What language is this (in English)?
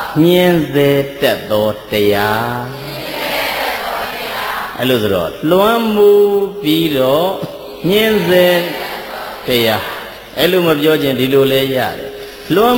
Burmese